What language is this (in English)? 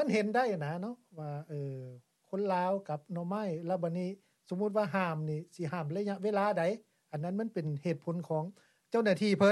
Lao